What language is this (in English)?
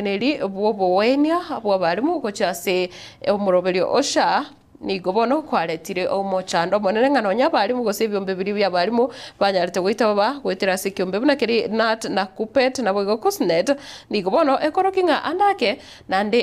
Gusii